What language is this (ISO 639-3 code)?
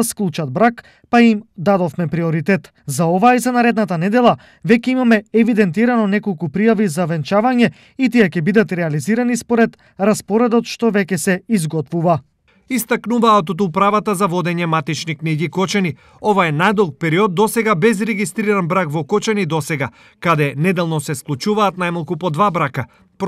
mkd